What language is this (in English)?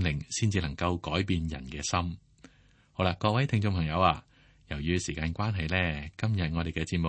Cantonese